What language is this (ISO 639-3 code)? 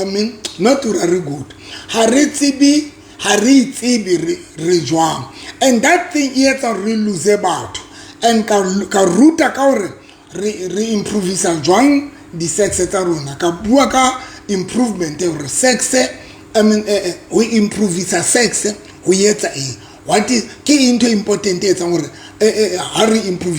sot